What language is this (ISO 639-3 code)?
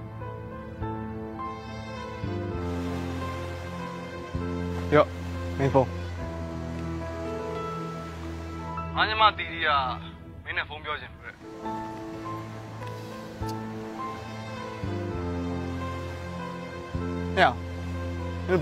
mya